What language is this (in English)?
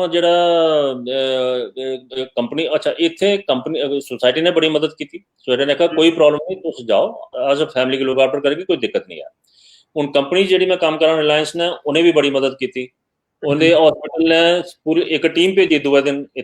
Dogri